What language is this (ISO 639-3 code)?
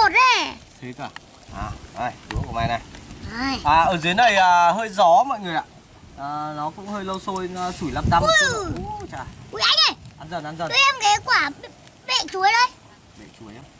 vie